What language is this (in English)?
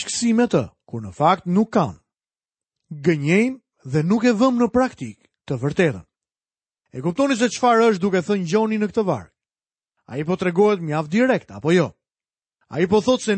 Albanian